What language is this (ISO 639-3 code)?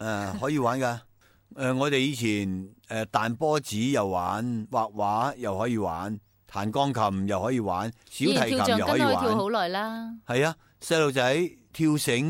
yue